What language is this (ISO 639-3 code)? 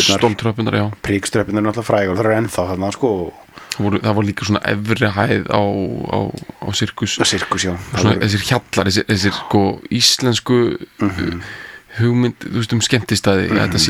isl